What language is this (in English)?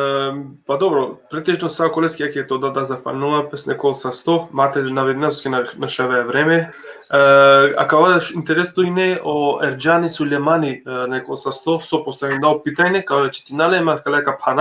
Balkan Romani